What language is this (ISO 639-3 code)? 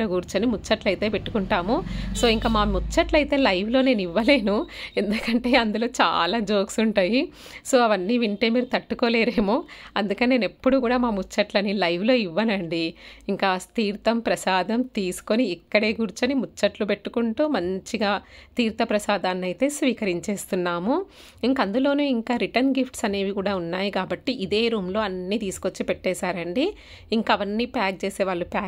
tel